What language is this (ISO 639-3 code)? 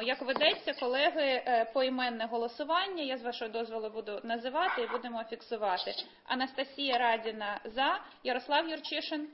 ukr